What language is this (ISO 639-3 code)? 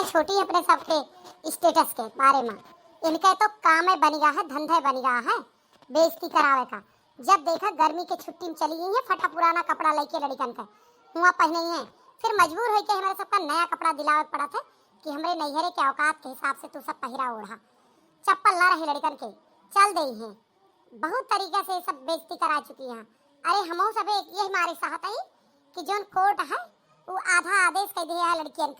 awa